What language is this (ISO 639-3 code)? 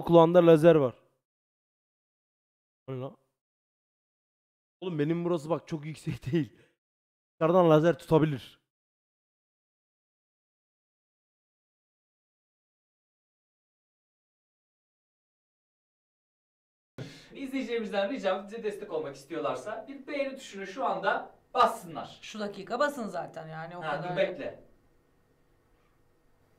tur